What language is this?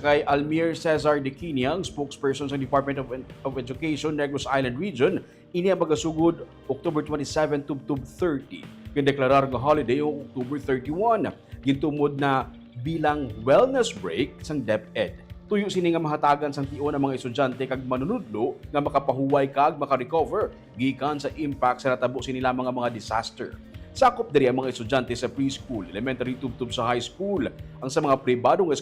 Hiligaynon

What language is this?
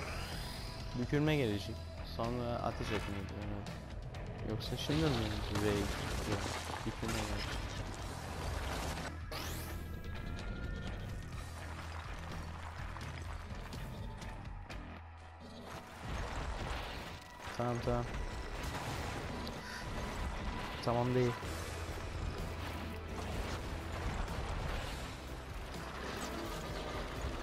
Turkish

